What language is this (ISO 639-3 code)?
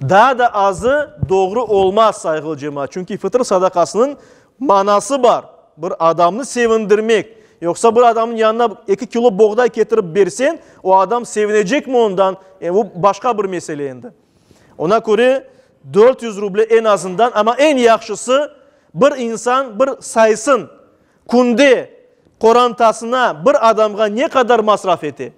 crh